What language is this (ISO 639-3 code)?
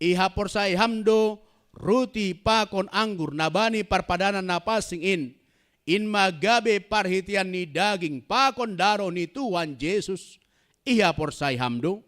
bts